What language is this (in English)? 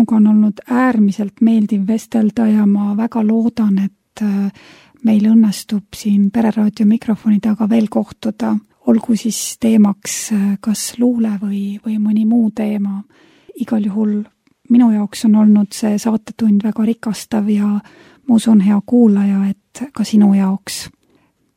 Estonian